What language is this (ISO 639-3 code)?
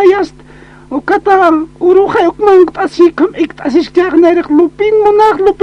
aym